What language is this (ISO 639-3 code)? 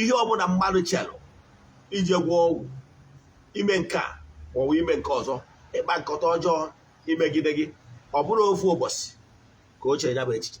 ibo